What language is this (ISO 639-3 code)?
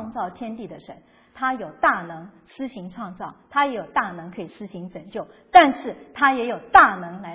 zho